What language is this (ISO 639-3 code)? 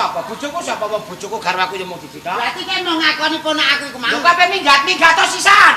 jav